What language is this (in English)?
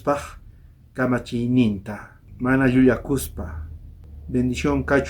South Bolivian Quechua